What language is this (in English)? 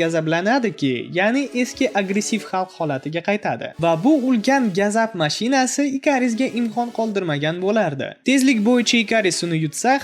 Uzbek